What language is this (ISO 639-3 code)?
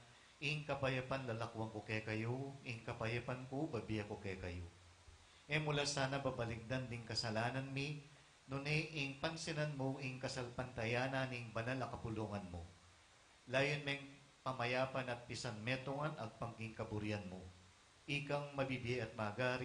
pam